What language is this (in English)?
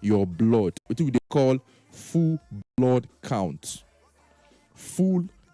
Nigerian Pidgin